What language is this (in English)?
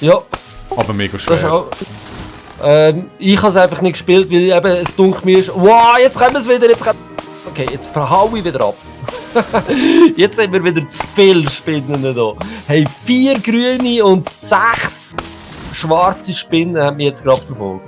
Swiss German